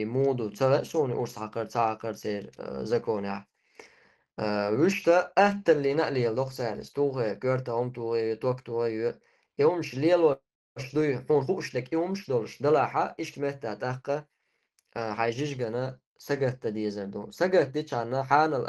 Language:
Chechen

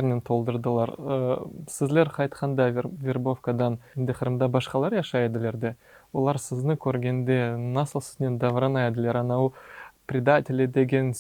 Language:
Crimean Tatar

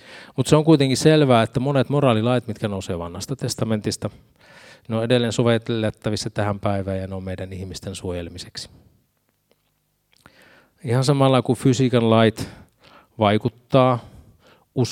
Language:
Finnish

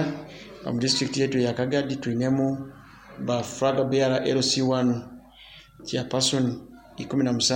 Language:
Nyoro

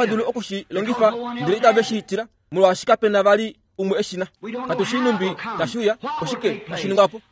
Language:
Kuanyama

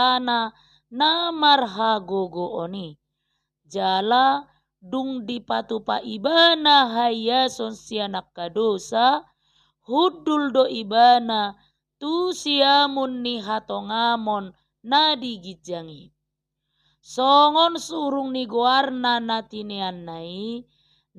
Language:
Batak Toba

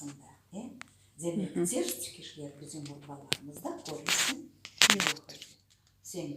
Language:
Crimean Tatar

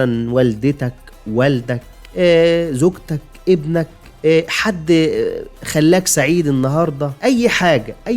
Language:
Egyptian Arabic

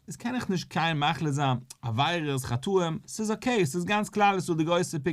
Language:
Yiddish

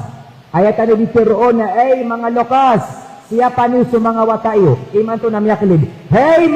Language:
Maranao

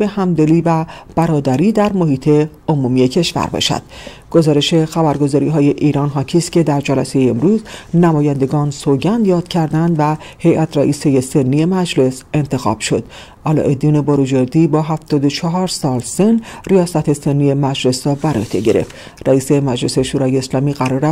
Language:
Persian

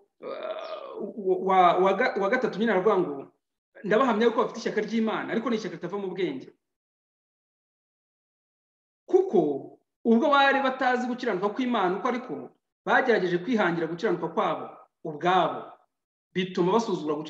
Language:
Kinyarwanda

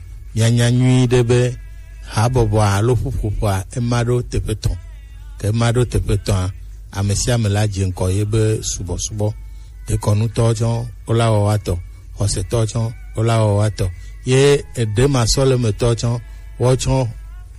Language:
Gen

